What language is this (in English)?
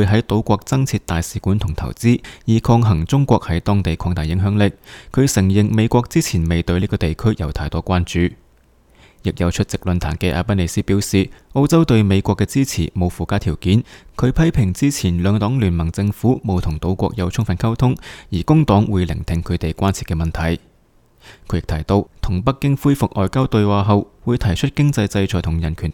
Cantonese